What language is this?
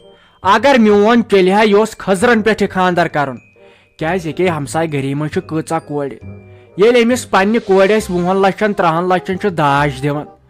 Kashmiri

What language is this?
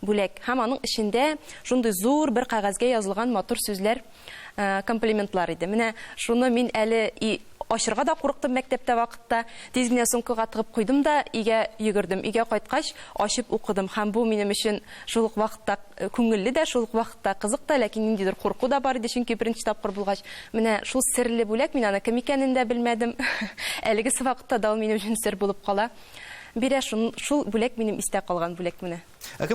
Tatar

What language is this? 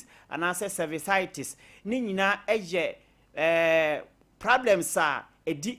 Akan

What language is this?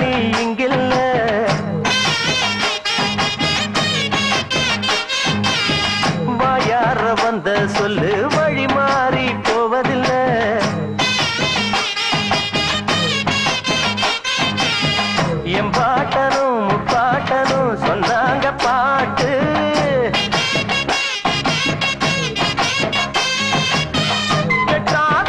Tamil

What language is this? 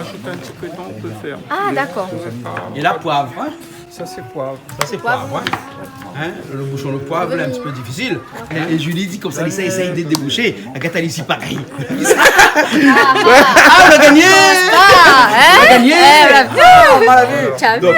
Réunion Creole French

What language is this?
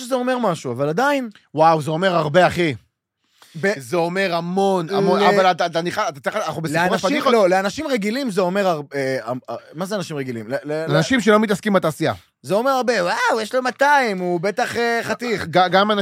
Hebrew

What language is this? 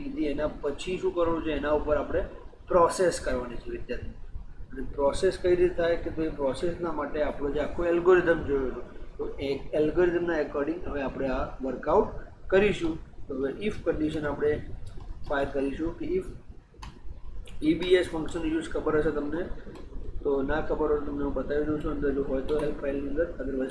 Gujarati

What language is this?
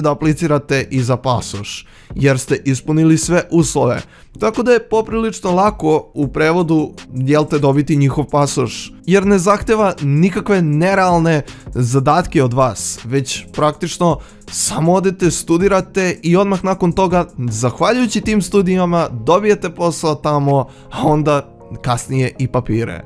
Serbian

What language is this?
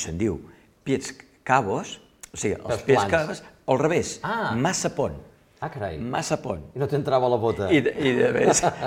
Catalan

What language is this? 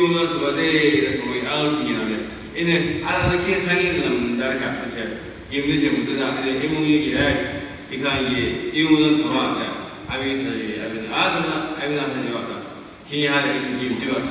Yimchungru Naga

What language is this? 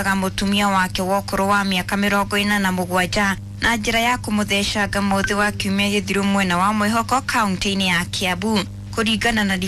Kikuyu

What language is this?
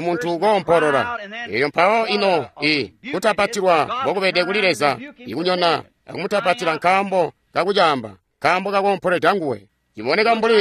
Tonga (Zambia)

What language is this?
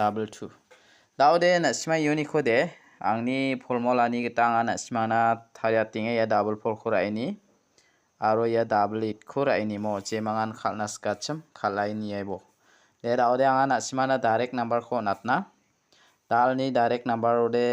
Garo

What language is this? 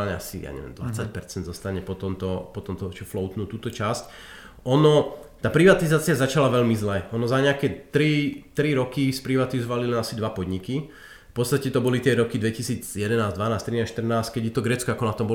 Slovak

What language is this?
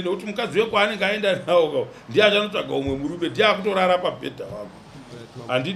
Shona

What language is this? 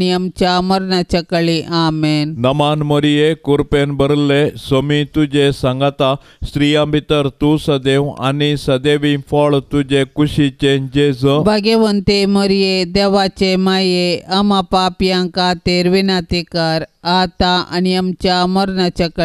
Konkani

